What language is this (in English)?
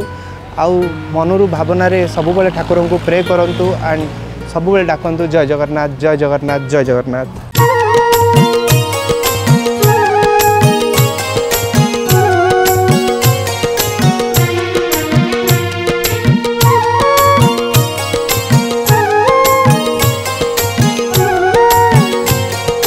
Odia